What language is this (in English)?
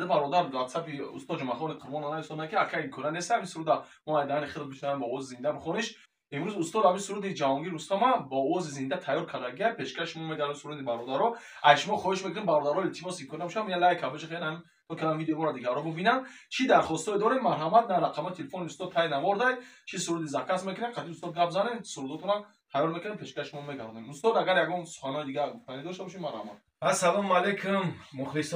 Tajik